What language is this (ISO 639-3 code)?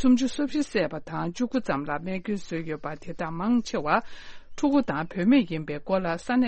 bod